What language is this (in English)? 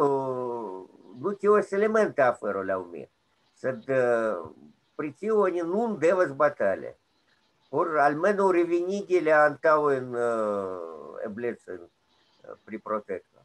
Esperanto